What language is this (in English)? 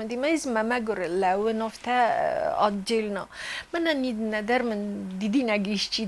Ossetic